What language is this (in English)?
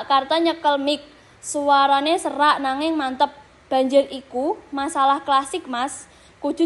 Javanese